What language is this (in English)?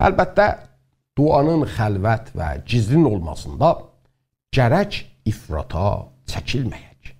South Azerbaijani